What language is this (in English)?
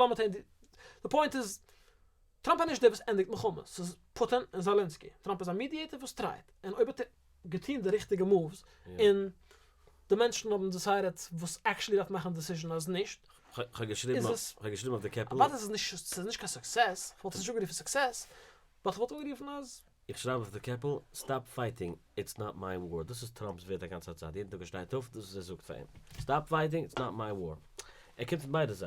Yiddish